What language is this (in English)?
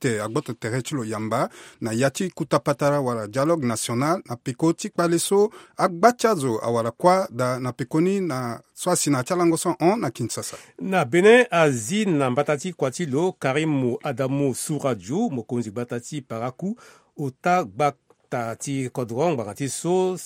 Sango